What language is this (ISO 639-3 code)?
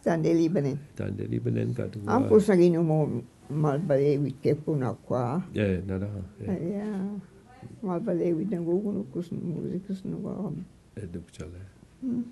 mic